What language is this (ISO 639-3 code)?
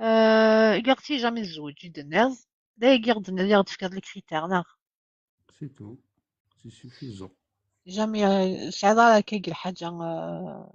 kab